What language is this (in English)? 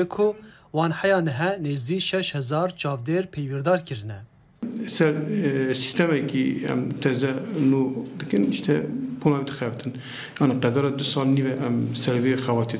Kurdish